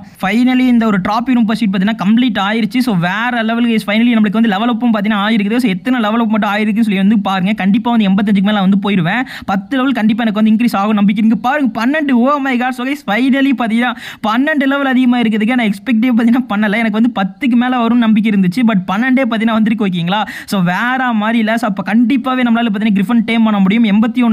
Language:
Tamil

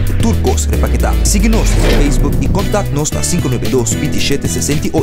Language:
Papiamento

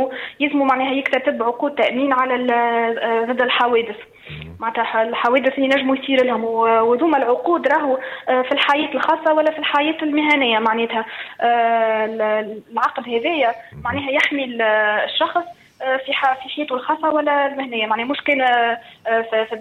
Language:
Tunisian Arabic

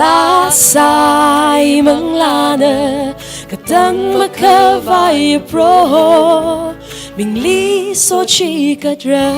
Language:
Tangkhul Naga (India)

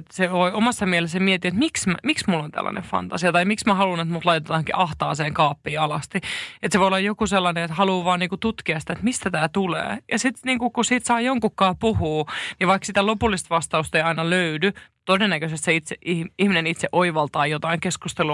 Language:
Finnish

